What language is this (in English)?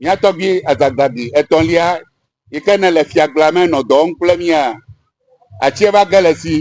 Ewe